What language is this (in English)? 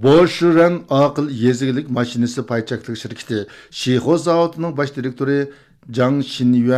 Uyghur